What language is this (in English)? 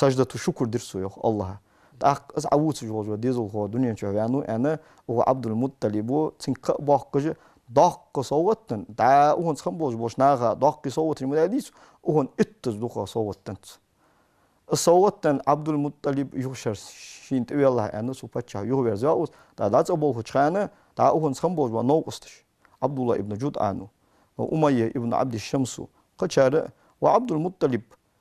Ingush